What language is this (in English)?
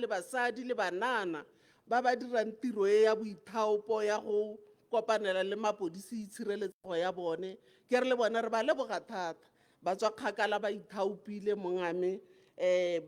Tswana